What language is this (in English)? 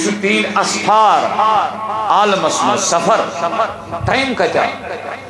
Kashmiri